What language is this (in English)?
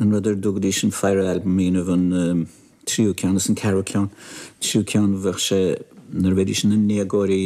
Irish